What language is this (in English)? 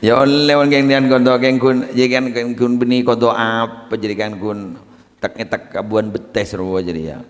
Madurese